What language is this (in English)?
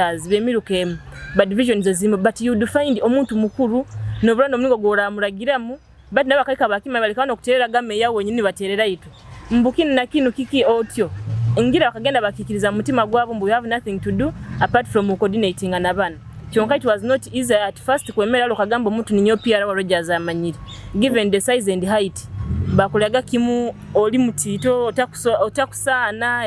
Nyoro